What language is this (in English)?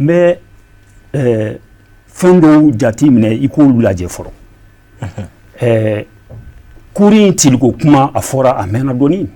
Bambara